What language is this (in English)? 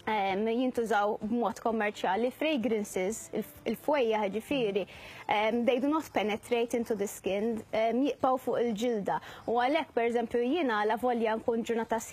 Maltese